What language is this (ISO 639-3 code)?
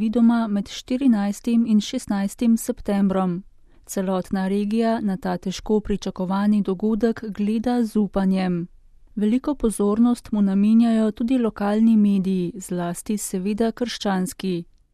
slv